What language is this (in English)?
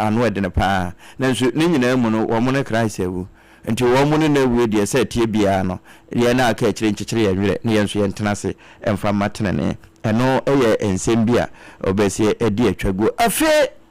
Akan